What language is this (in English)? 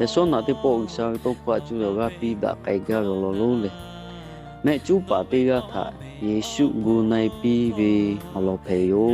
Lahu